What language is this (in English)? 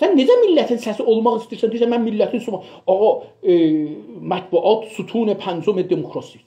South Azerbaijani